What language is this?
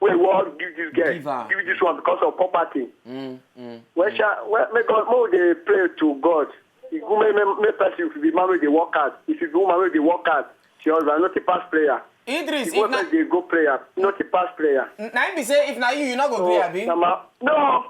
Nigerian Pidgin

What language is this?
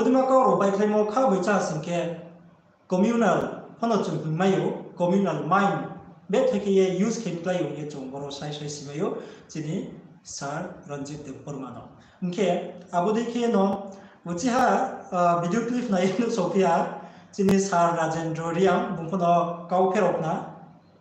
Riang (India)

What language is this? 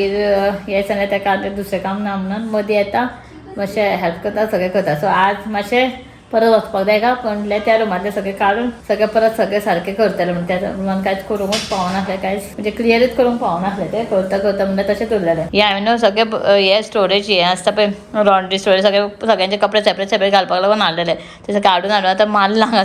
Konkani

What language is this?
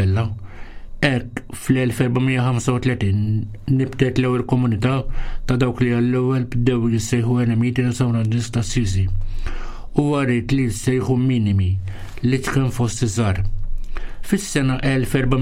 Maltese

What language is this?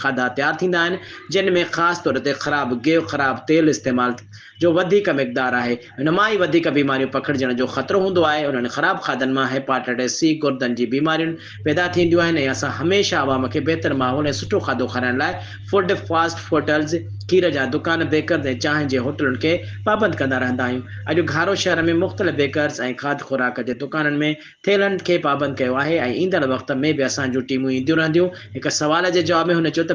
Sindhi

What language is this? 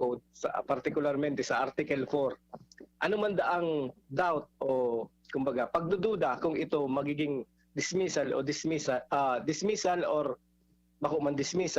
Bikol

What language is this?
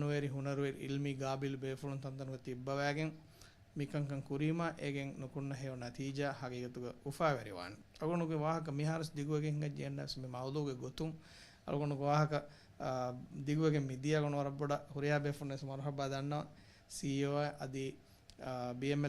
Divehi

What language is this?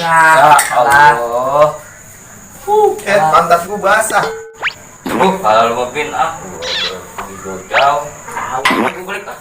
Betawi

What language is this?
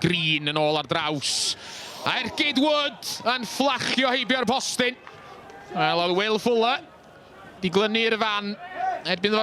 Welsh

